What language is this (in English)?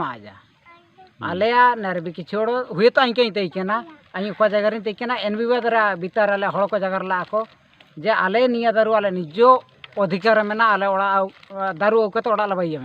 Santali